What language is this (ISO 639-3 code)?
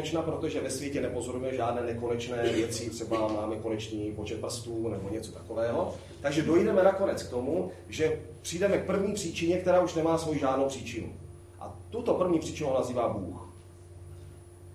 ces